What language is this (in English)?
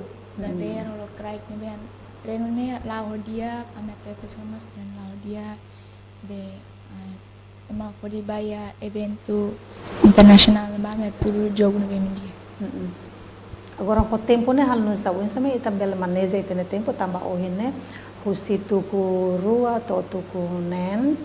Tetum